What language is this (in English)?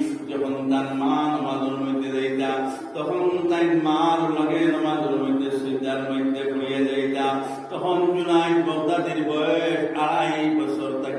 Sylheti